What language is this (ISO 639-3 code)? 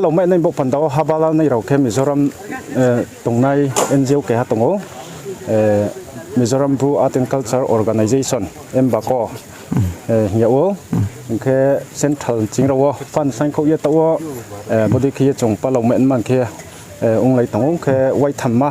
ria